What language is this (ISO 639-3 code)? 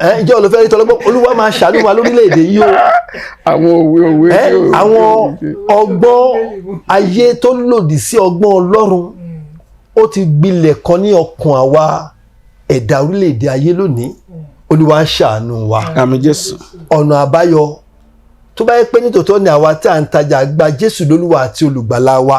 yor